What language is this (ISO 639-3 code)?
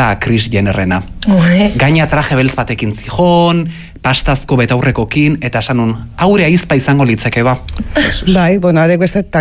eus